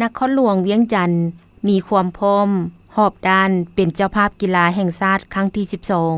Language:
Lao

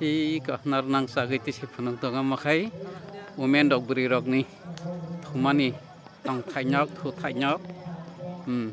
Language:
Kok Borok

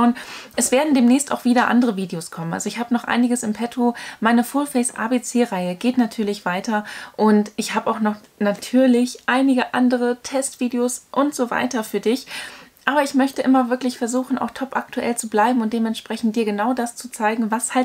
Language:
German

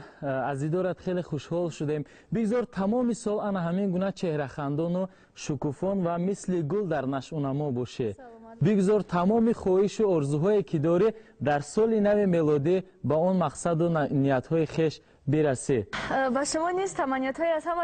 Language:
Tajik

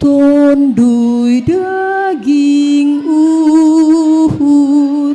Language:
Batak Simalungun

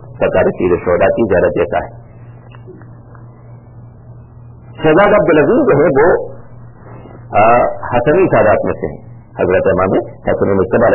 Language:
Urdu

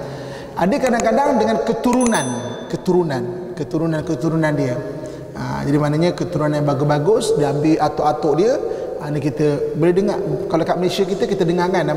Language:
Malay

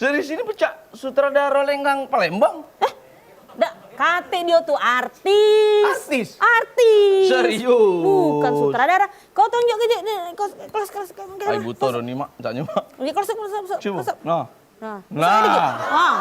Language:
Musi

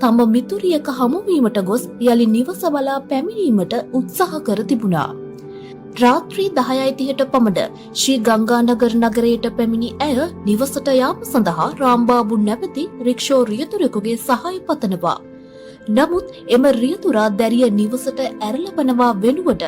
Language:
Sinhala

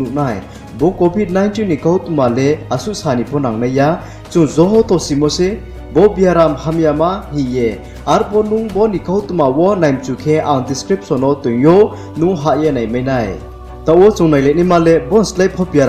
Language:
Riang (India)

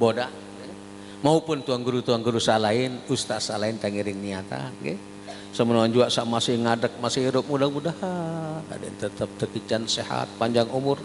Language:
Sasak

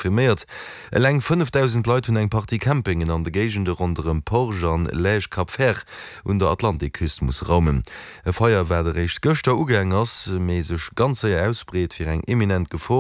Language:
Luxembourgish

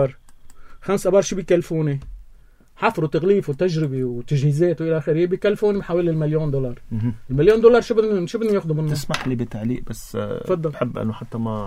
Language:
North Levantine Arabic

